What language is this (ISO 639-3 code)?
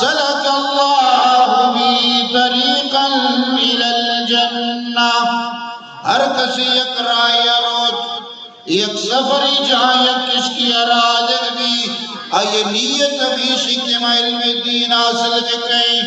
bgp